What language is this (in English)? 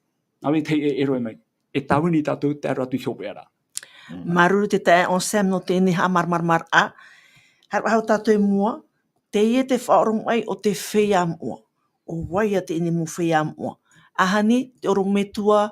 Tahitian